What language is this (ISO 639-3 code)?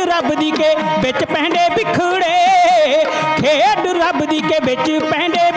pan